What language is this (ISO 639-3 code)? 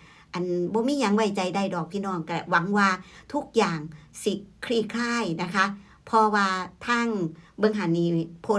tts